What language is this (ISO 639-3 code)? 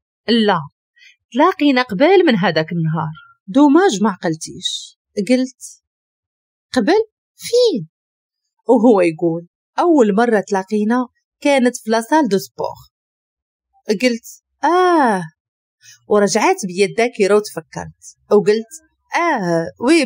ary